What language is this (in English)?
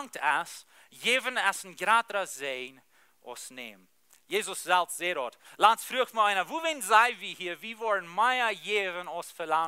Plautdietsch